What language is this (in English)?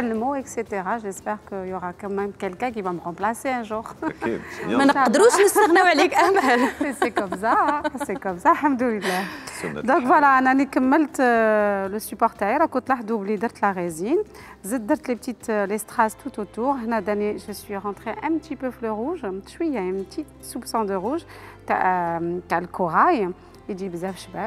Algerian Arabic